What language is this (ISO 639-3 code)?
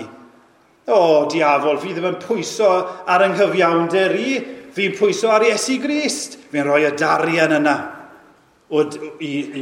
cym